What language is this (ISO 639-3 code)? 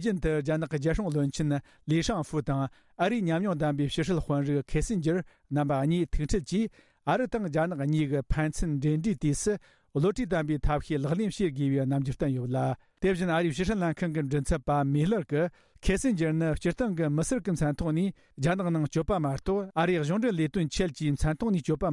bod